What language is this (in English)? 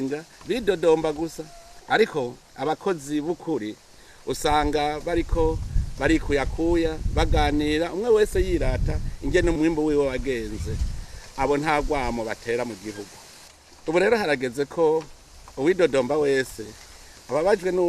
Rundi